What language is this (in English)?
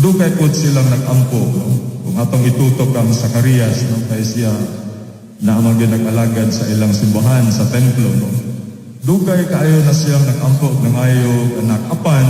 Cebuano